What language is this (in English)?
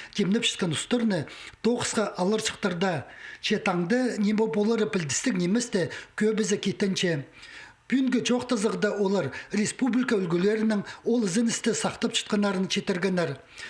Khakas